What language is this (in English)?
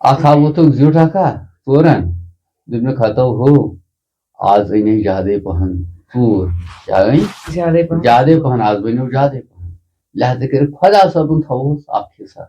Kashmiri